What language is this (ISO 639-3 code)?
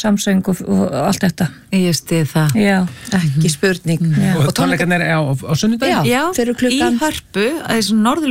isl